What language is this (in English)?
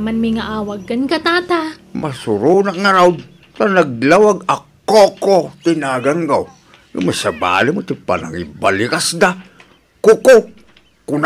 Iloko